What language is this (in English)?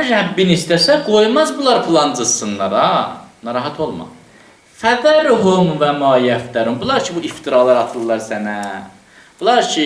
Azerbaijani